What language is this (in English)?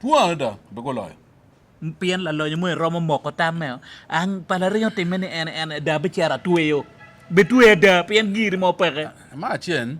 Acoli